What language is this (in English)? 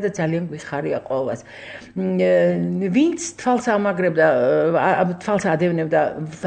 Georgian